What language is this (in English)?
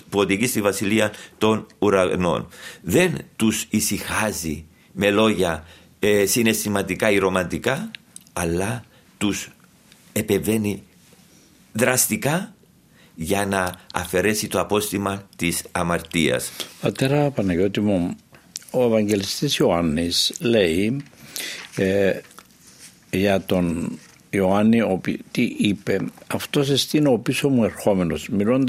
Greek